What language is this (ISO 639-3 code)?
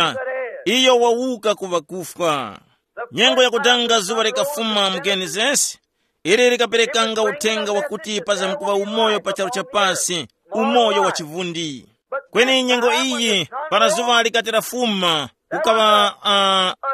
tum